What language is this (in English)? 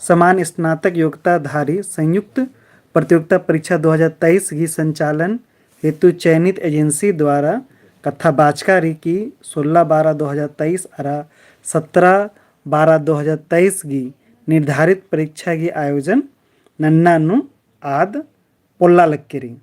Kurukh